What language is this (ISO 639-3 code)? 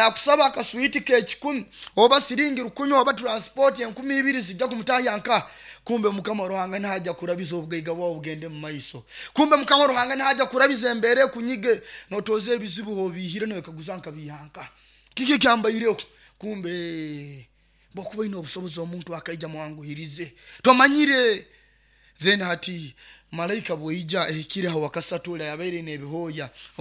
nyo